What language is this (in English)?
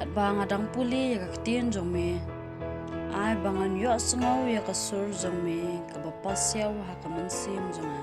Khasi